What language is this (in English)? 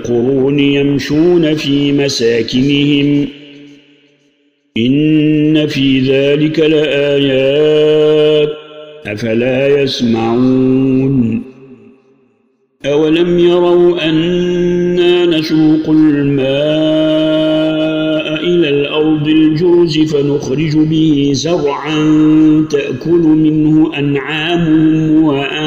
Arabic